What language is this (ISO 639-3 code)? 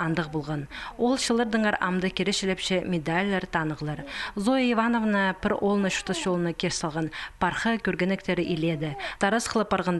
kjh